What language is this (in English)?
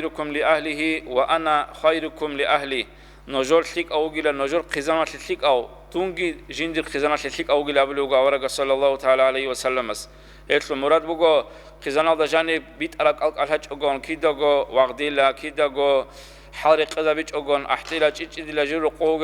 Avaric